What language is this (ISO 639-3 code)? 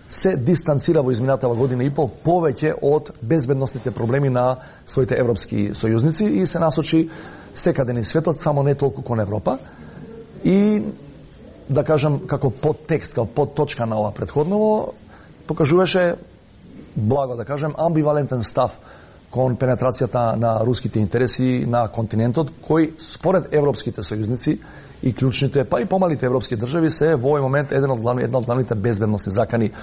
mkd